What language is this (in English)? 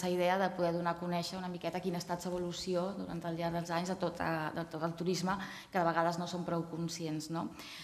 Catalan